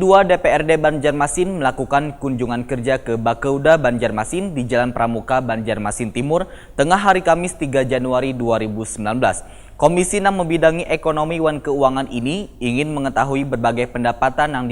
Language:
Banjar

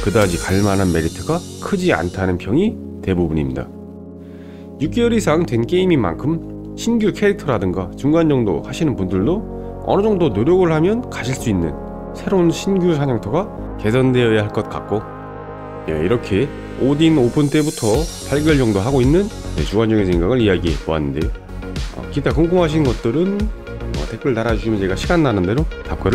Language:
Korean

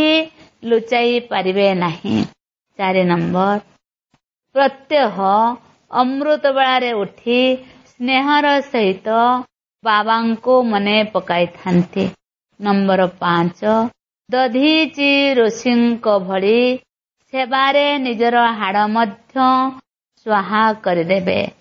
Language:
Odia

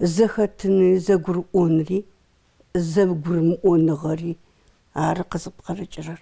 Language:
Adyghe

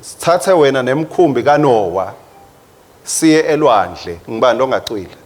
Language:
Swati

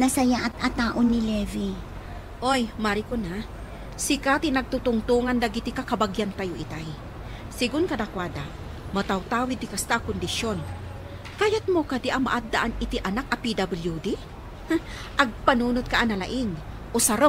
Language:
Iloko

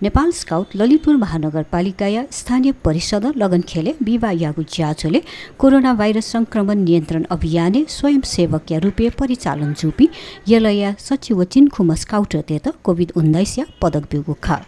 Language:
Newari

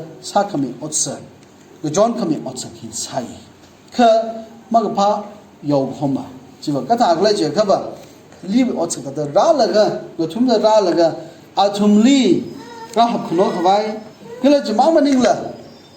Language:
Tangkhul Naga (India)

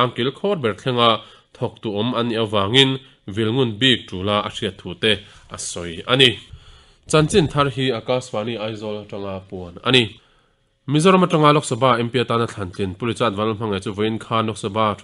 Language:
Mizo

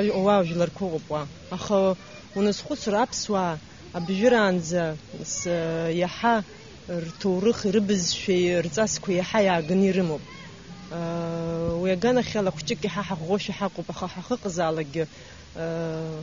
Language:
Abkhazian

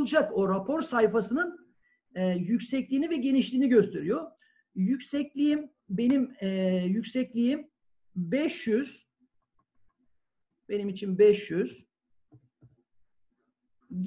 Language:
Turkish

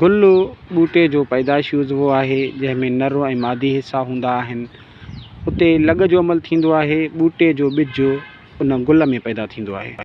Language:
Sindhi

